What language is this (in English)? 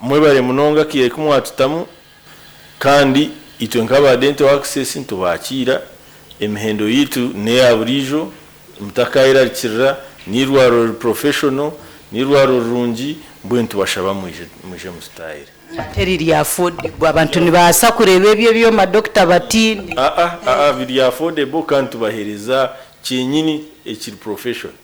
Nyankole